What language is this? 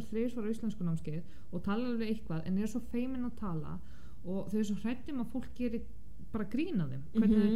Icelandic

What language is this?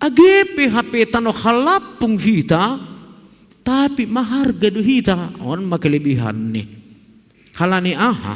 Batak Simalungun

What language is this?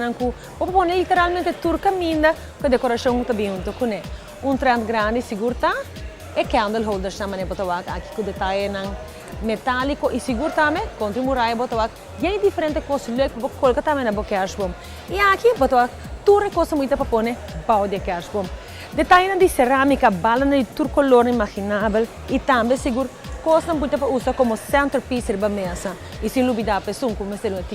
Papiamento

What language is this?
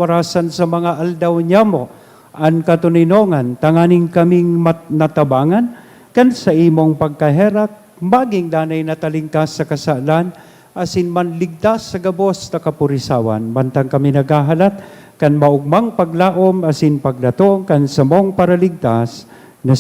Bikol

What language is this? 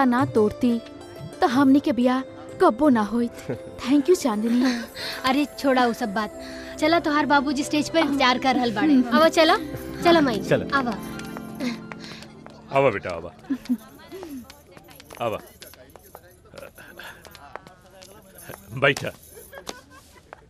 Bhojpuri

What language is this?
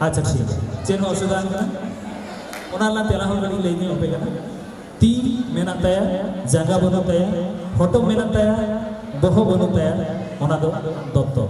Santali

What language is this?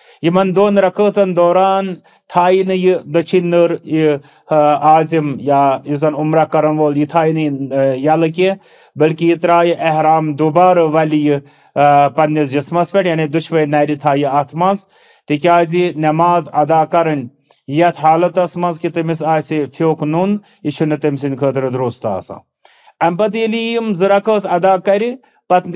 Kashmiri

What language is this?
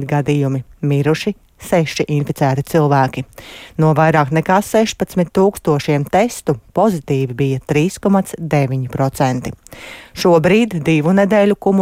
Latvian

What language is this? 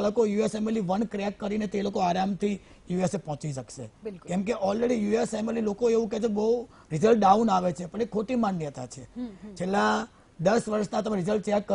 Gujarati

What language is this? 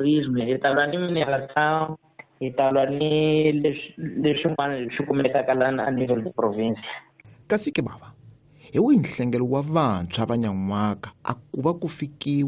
Tsonga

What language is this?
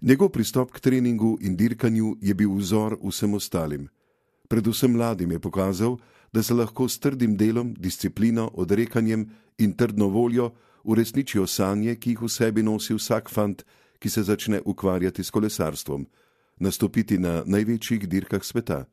Slovenian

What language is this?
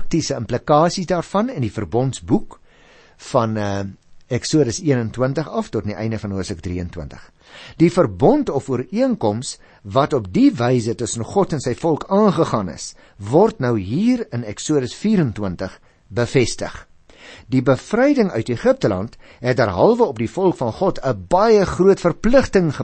Afrikaans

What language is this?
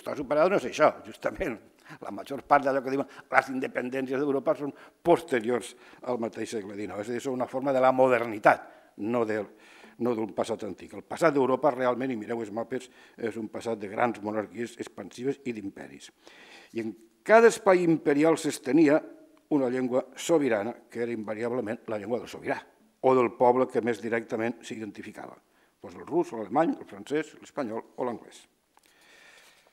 Catalan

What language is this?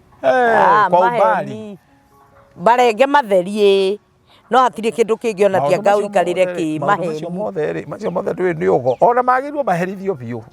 Kikuyu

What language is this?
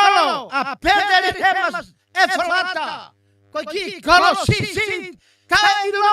Tongan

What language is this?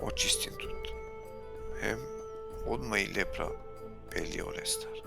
Balkan Romani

